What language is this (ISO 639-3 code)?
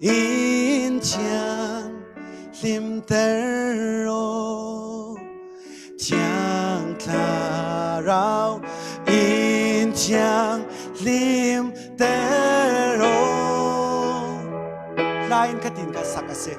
cfm